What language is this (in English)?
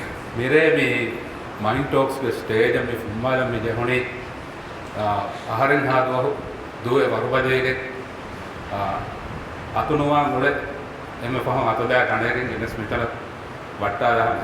Sinhala